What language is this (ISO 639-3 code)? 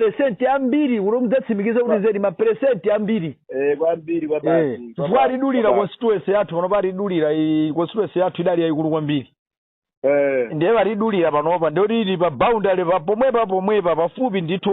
nya